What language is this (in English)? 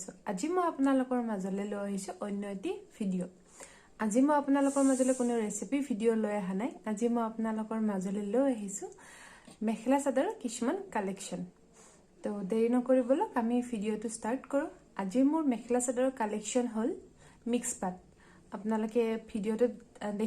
Assamese